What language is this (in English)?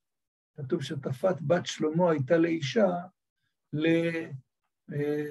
Hebrew